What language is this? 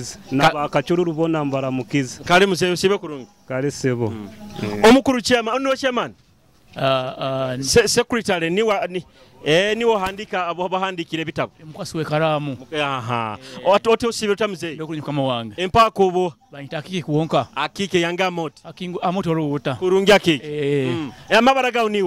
Nyoro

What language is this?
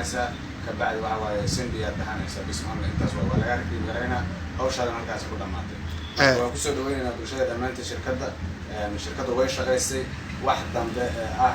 Somali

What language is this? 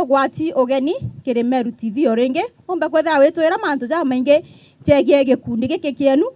Meru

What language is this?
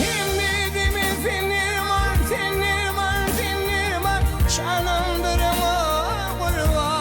Turkmen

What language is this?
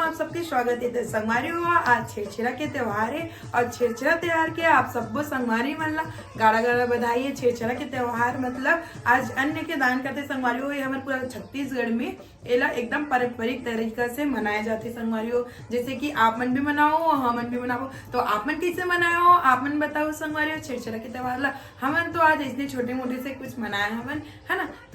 Chhattisgarhi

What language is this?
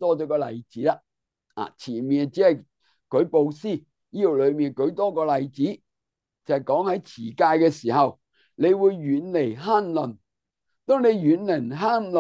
Cantonese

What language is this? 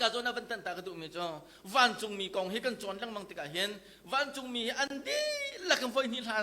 Hakha Chin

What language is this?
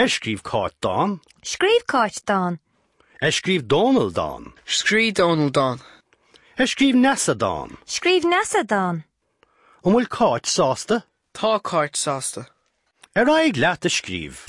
Irish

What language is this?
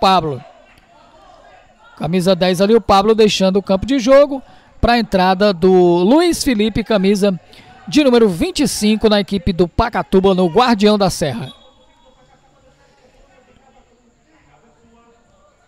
Portuguese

